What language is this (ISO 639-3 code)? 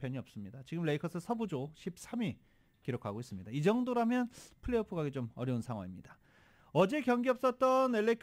kor